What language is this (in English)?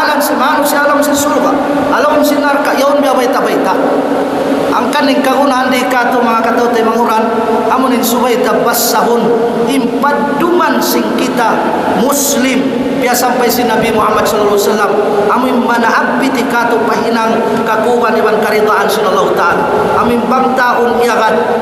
Tausug